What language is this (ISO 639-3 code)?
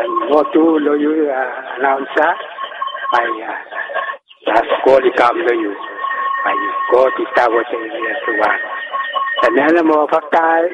bis